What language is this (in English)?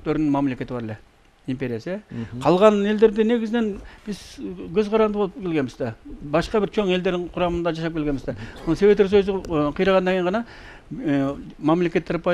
Kyrgyz